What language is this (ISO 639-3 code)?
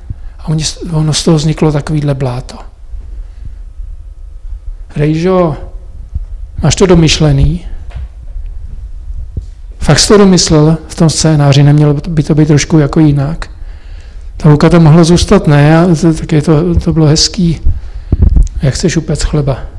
ces